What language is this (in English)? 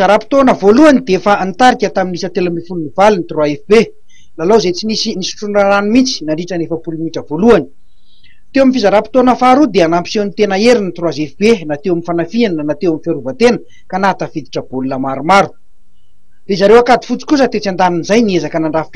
Malagasy